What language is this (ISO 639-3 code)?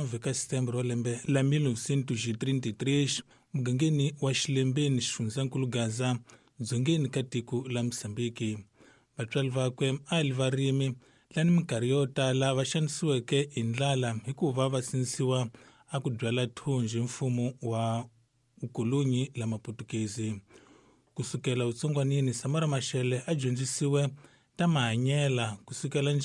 tso